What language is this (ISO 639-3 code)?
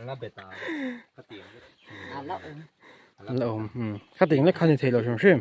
lus